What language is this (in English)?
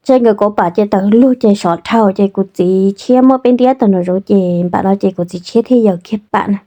Hmong